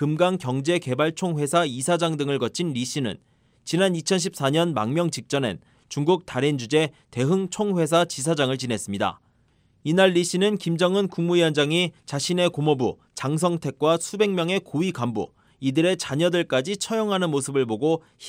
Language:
Korean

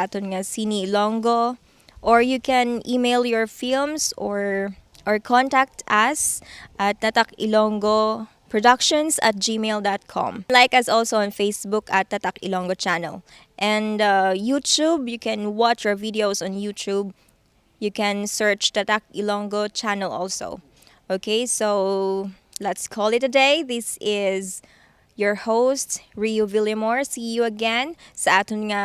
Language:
Hiligaynon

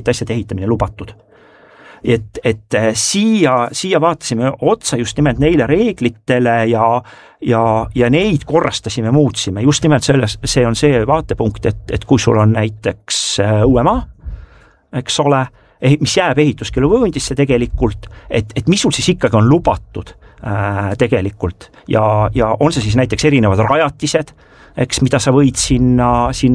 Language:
Estonian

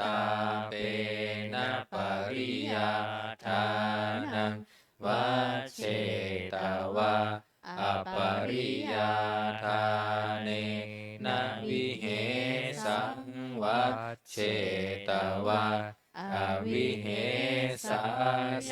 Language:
Pali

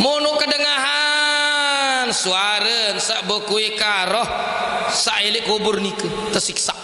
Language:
Sasak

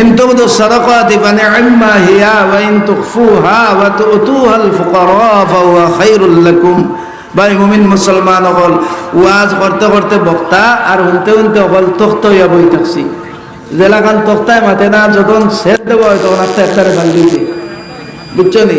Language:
Sylheti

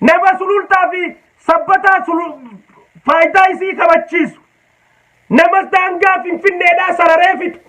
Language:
Oromo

